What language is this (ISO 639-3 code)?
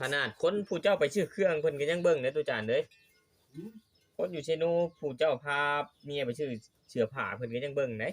tts